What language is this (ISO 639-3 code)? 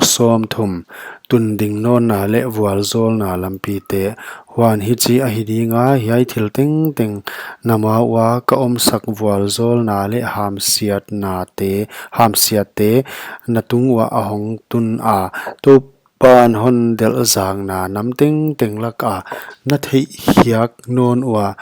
pck